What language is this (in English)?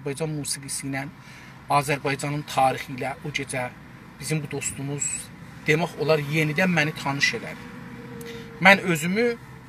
South Azerbaijani